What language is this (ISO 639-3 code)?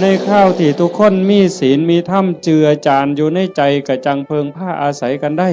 tts